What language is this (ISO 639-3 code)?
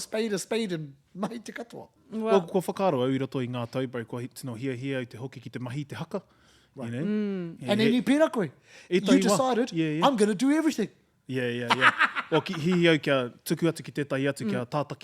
mri